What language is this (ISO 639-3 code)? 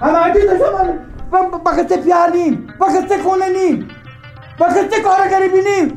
fas